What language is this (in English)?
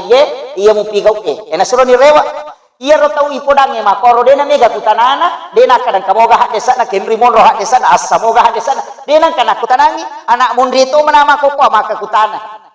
Buginese